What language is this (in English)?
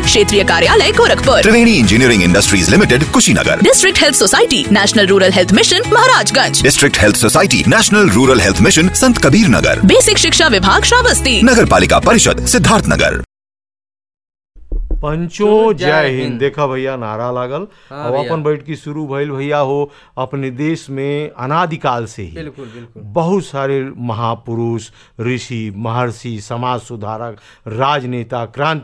Bhojpuri